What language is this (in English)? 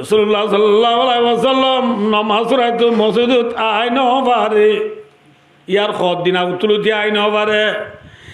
Rohingya